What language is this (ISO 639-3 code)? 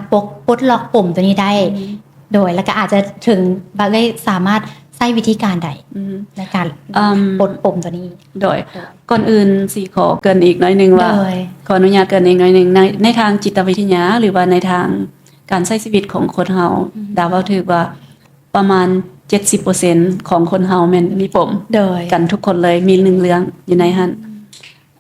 lao